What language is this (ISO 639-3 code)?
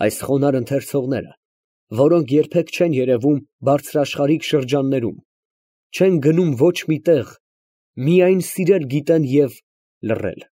hye